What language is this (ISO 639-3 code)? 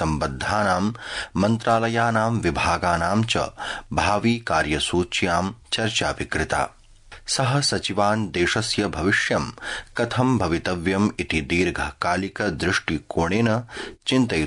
san